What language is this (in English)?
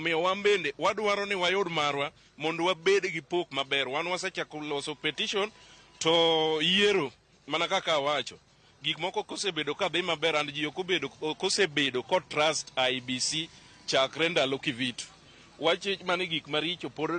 Luo (Kenya and Tanzania)